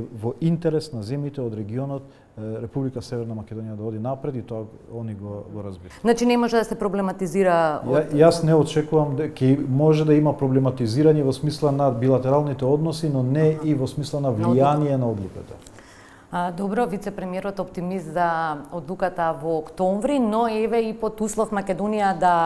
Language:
Macedonian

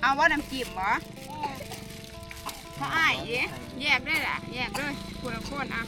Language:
Northeastern Thai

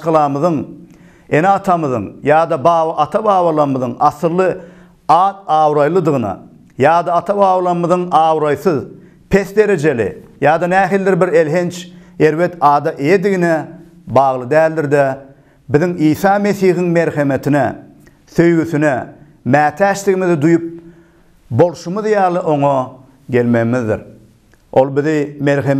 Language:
Turkmen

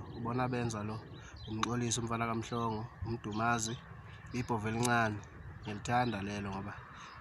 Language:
Zulu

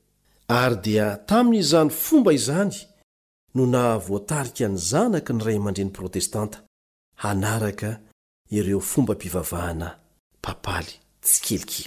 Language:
Malagasy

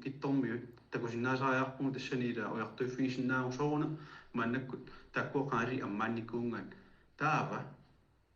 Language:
Kalaallisut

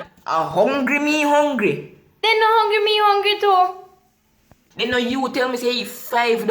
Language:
Jamaican Creole English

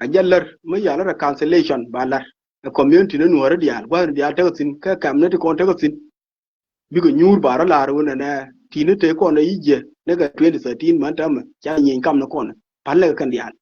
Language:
Nuer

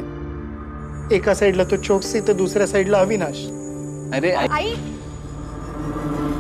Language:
Marathi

